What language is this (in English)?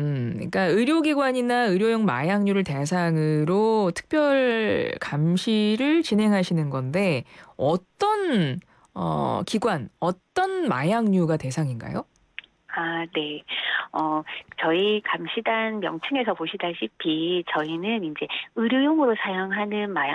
Korean